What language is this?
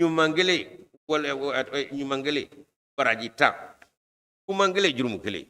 Bambara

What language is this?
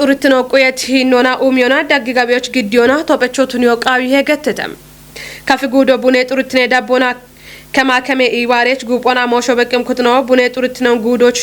Kafa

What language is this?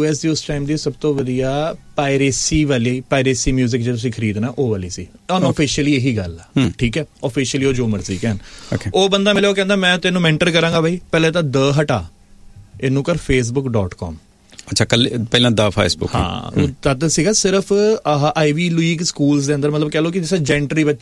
Punjabi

